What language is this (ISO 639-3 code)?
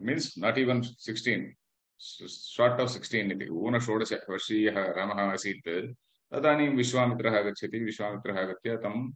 san